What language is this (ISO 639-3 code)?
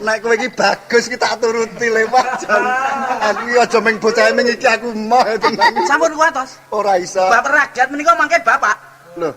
jav